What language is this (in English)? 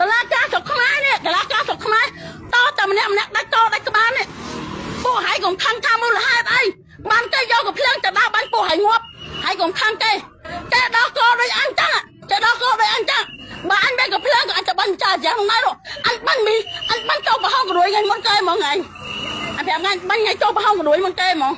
Khmer